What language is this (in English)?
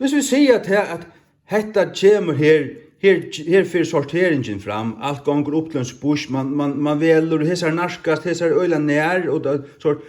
Faroese